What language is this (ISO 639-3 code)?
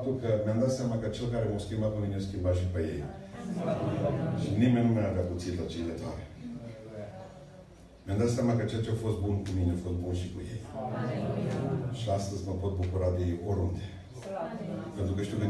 ron